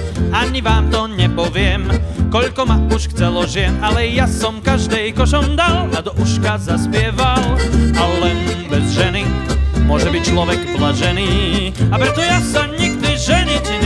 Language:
Slovak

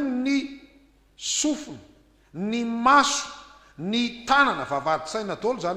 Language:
Malagasy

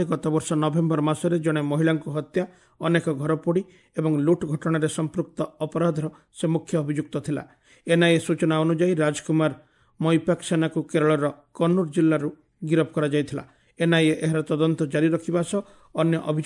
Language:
Odia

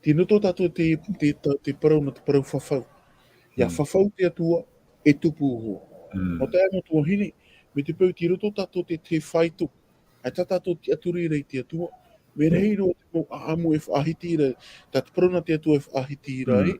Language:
Tahitian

